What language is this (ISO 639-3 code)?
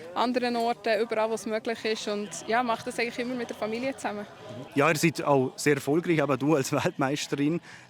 gsw